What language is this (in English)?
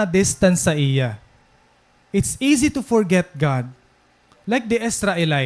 Waray